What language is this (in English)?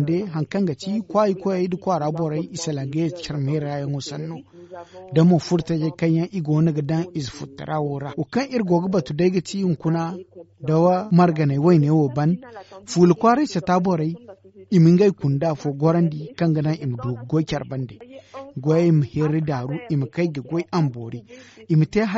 Zarma